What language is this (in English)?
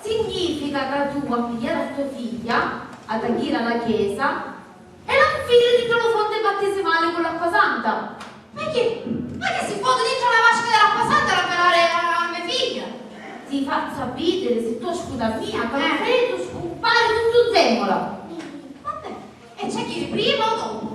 Sicilian